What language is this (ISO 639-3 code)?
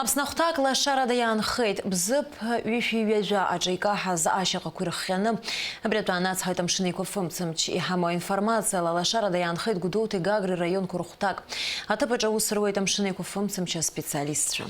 abk